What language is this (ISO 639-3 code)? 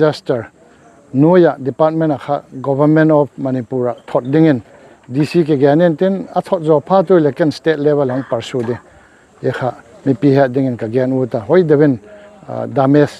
pck